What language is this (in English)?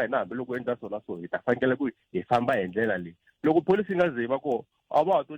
Tsonga